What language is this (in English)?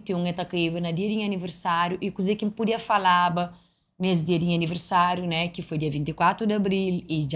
Kabuverdianu